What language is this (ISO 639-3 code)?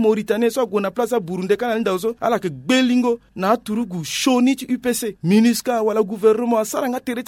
sag